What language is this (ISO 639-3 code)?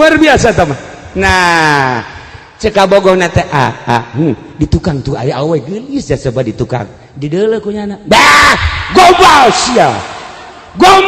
sun